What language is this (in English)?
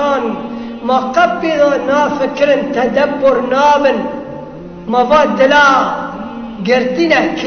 Kurdish